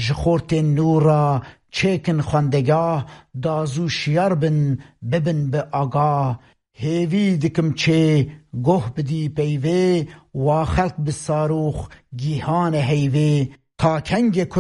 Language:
Kurdish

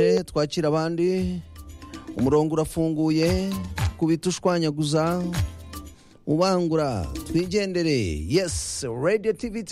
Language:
Kinyarwanda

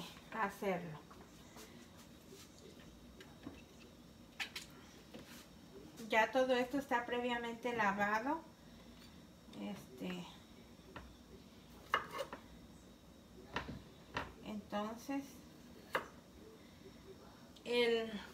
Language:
Spanish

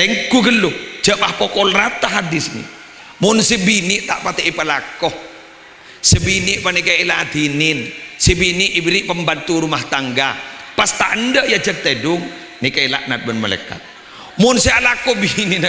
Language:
Madurese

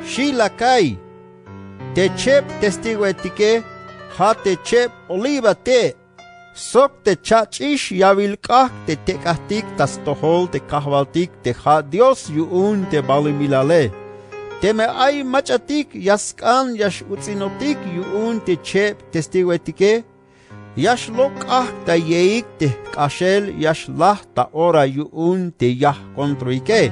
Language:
Tzeltal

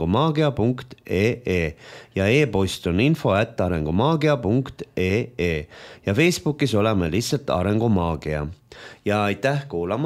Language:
Estonian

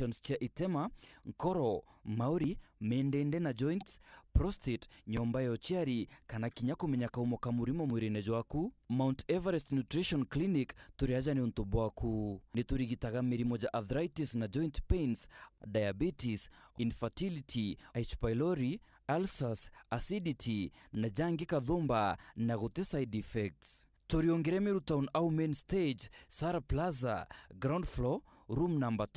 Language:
Meru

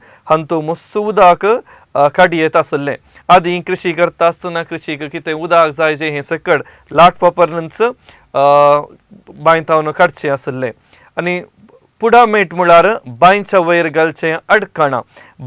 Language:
Konkani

